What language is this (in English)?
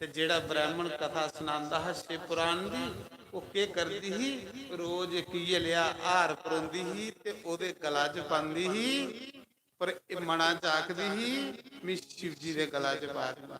Dogri